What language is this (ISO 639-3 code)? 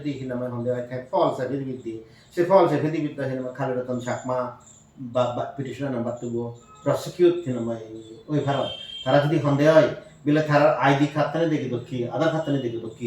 ccp